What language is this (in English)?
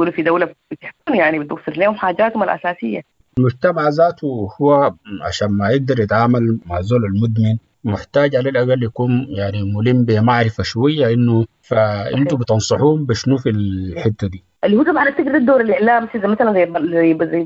Sudanese Arabic